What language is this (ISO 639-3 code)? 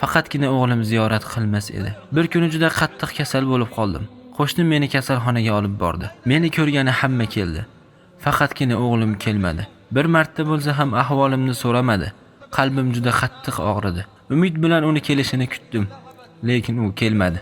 uzb